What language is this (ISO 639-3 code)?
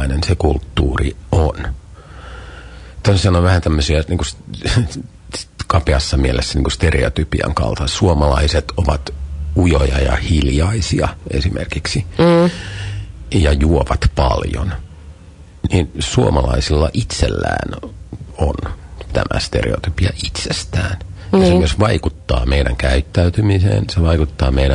fin